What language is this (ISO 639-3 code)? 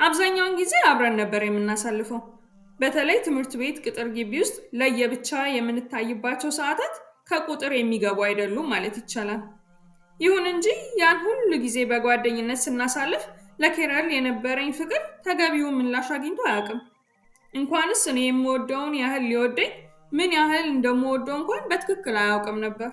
amh